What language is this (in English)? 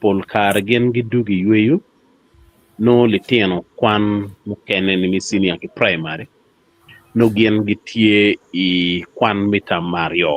Acoli